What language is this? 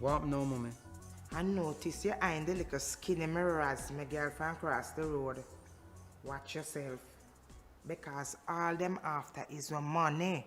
Jamaican Creole English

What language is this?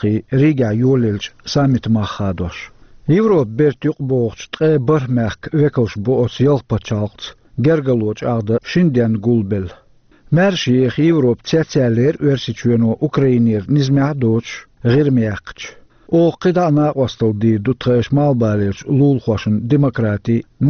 Chechen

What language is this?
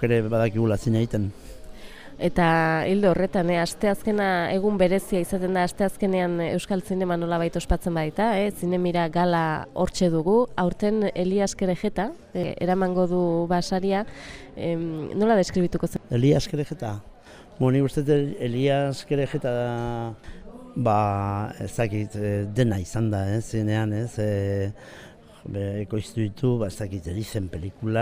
Basque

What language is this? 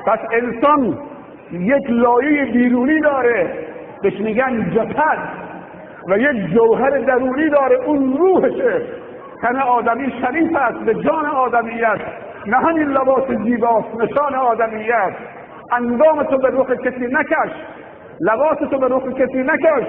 Tajik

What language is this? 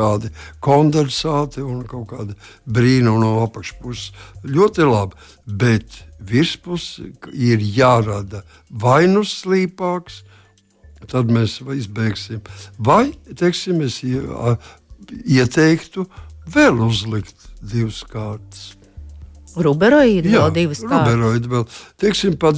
Latvian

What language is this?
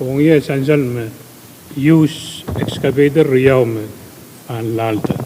Pohnpeian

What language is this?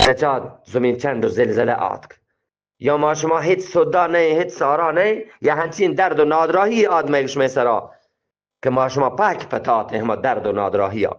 Eastern Balochi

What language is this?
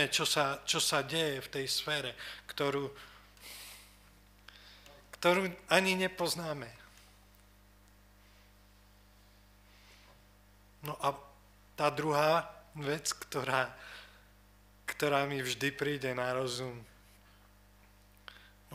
Slovak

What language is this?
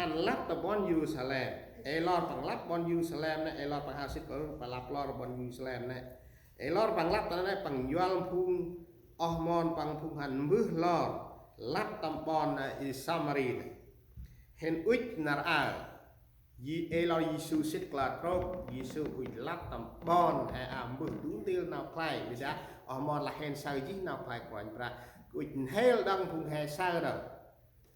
Central Mnong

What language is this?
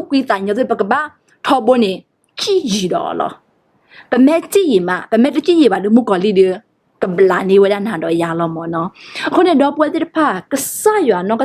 S'gaw Karen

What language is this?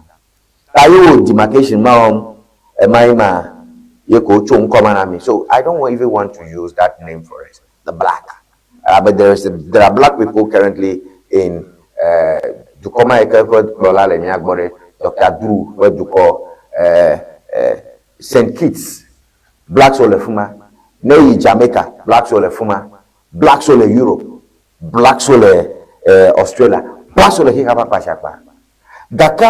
Ewe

